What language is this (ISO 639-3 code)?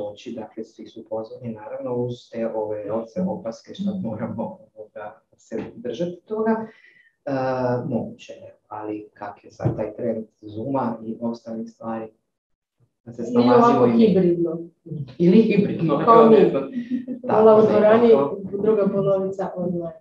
hrv